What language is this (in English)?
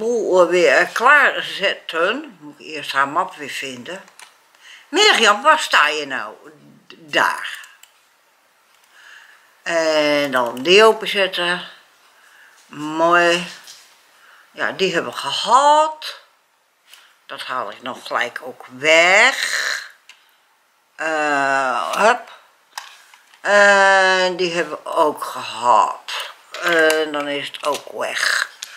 Dutch